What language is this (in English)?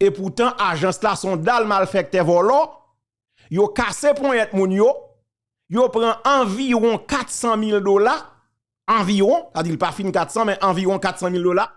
Haitian Creole